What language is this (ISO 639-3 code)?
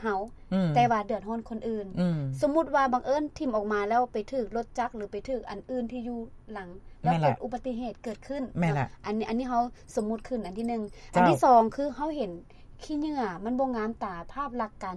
lao